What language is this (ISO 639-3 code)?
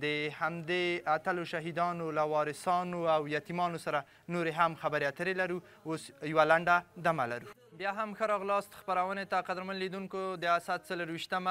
pus